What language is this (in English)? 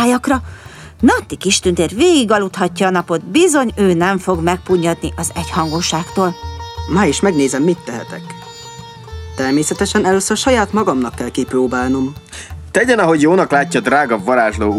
Hungarian